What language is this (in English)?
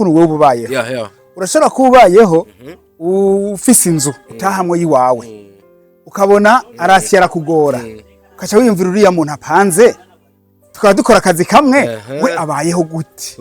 Rundi